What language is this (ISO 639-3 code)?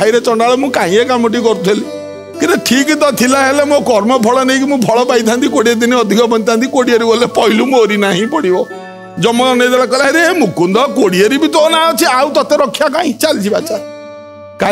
ori